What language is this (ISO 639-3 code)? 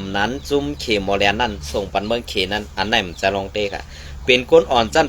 shn